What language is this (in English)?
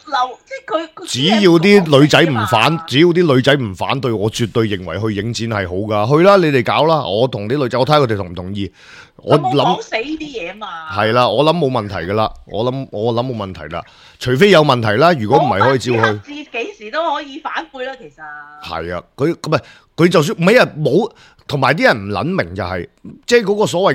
Cantonese